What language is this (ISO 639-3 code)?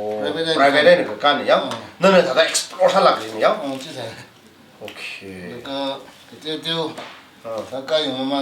nmf